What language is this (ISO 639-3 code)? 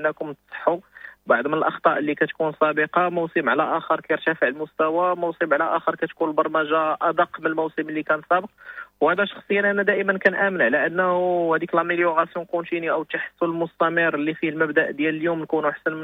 ary